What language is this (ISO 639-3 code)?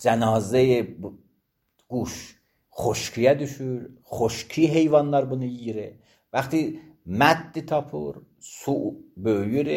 aze